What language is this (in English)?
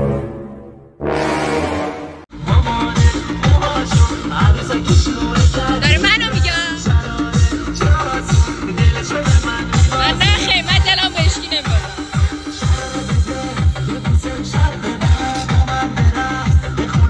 Persian